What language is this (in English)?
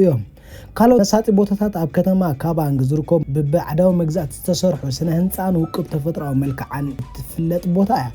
Tigrinya